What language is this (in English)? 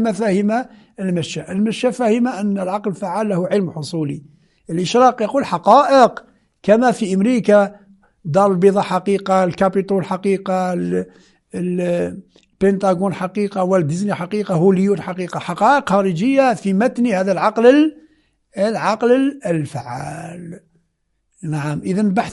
Moroccan Arabic